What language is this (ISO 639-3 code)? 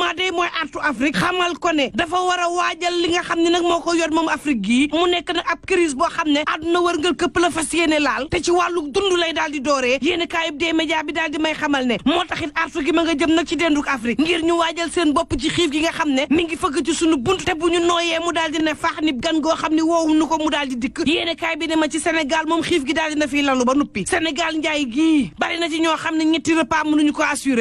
wol